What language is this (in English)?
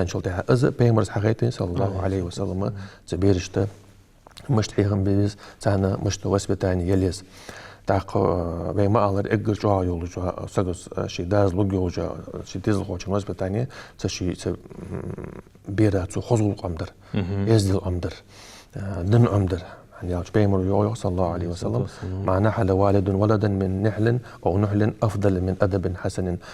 Ingush